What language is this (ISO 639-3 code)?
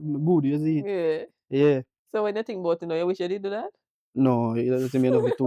jam